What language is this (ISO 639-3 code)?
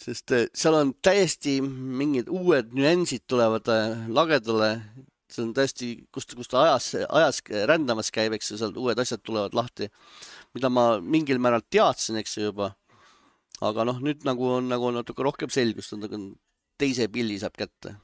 est